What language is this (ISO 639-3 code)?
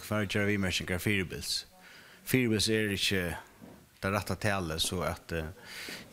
fao